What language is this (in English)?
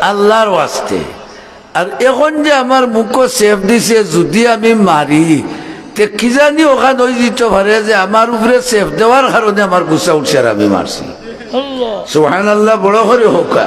Sylheti